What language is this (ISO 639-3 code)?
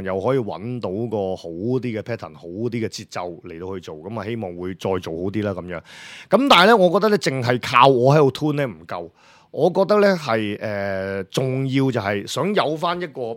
yue